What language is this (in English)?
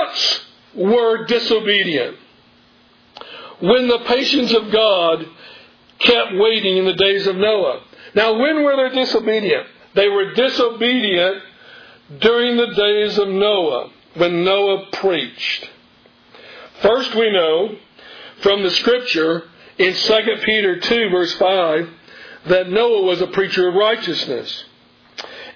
English